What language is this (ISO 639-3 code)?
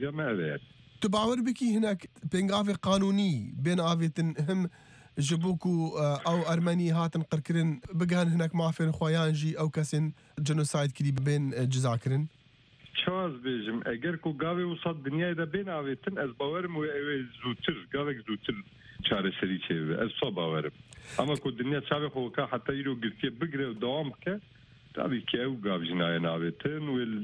kur